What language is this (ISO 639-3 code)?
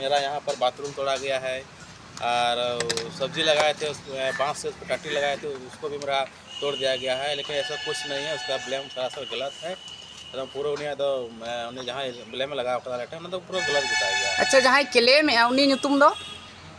sat